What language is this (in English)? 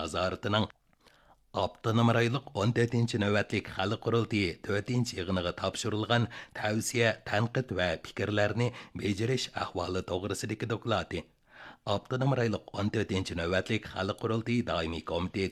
Uyghur